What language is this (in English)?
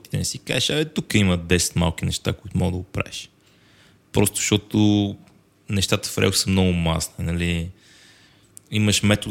Bulgarian